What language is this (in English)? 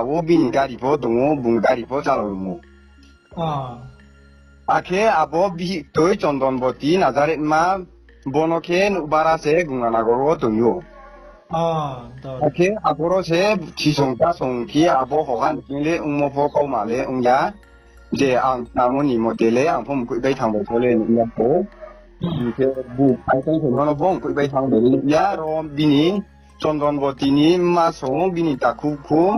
Riang (India)